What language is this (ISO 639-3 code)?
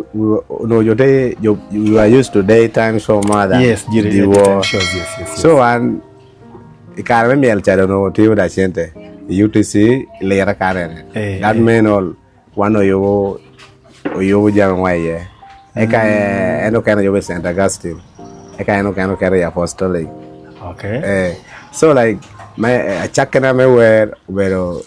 ach